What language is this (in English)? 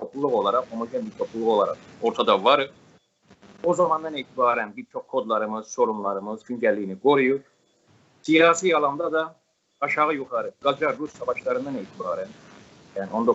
South Azerbaijani